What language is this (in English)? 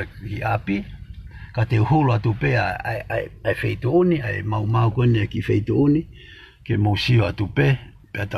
Tongan